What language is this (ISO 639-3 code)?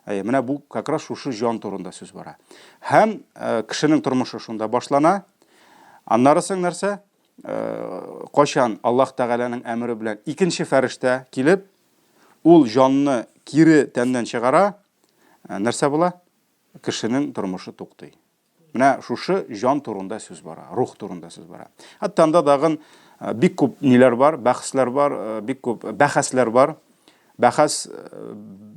tat